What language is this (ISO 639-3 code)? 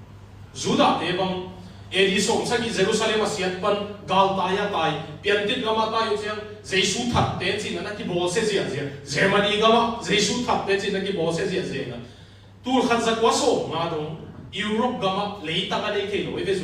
ctd